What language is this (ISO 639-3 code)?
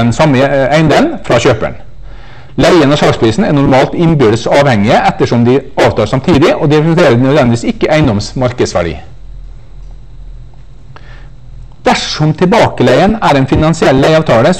nor